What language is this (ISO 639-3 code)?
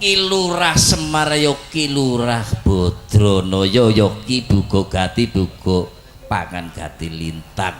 jav